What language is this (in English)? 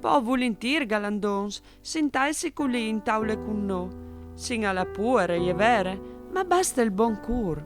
Friulian